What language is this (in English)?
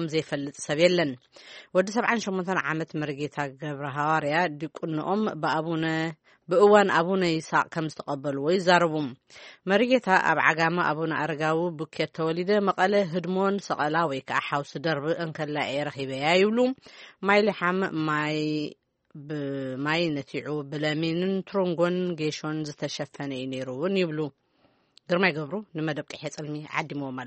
Tigrinya